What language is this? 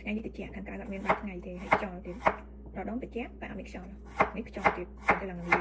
Khmer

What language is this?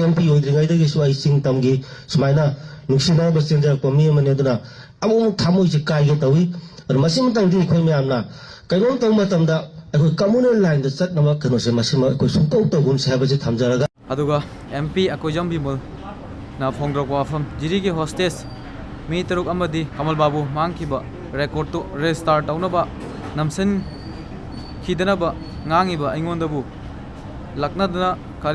Manipuri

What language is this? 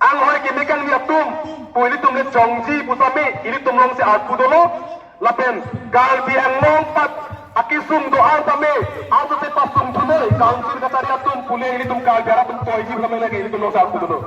Karbi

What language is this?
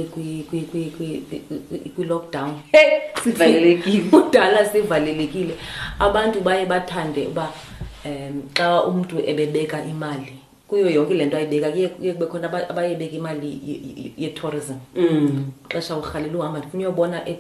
Xhosa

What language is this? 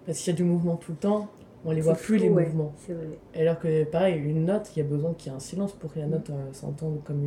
French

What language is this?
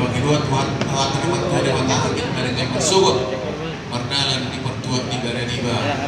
Batak Toba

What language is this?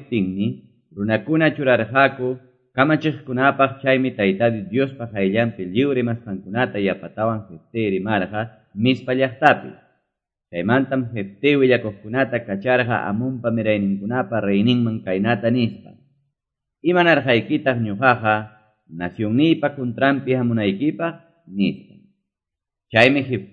Quechua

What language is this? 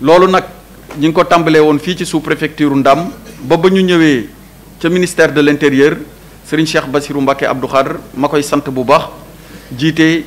Wolof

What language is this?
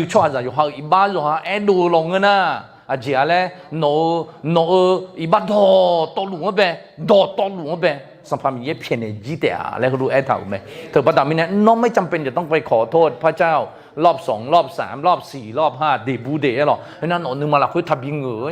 Akha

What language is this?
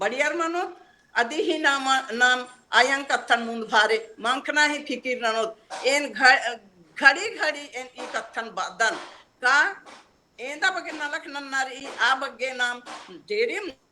Kurukh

